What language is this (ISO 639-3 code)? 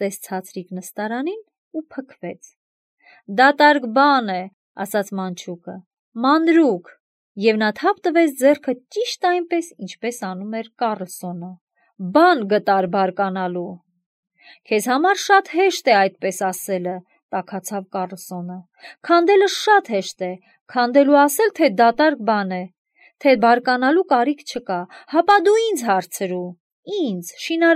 hye